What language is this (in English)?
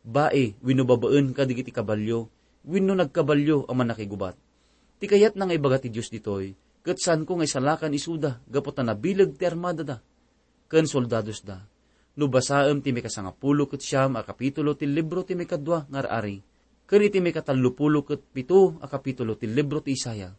Iloko